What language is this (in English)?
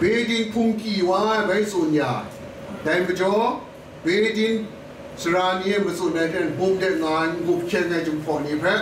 Kachin